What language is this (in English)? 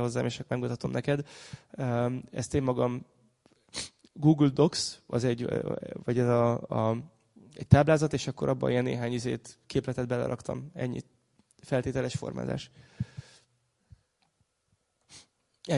Hungarian